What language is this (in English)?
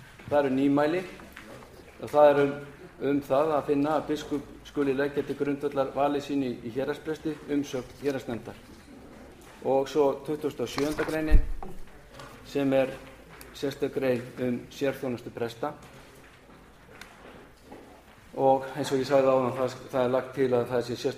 Icelandic